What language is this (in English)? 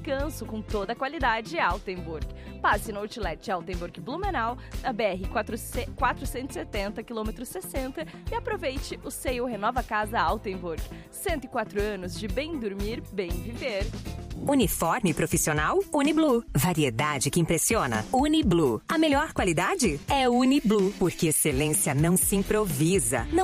Portuguese